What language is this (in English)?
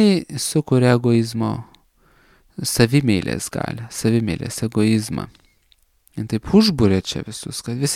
Lithuanian